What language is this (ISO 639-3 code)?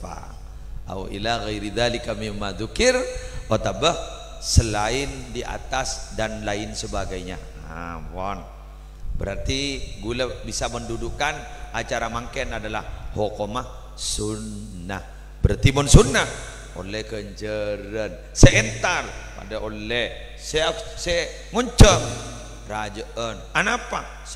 mad